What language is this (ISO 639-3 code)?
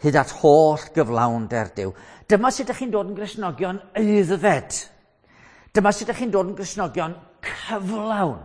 cym